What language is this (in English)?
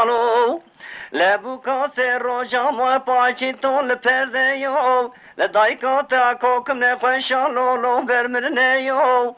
Zaza